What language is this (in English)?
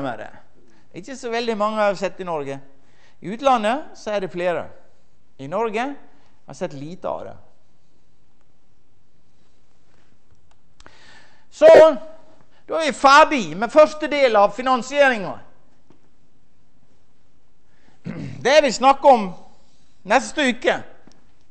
Norwegian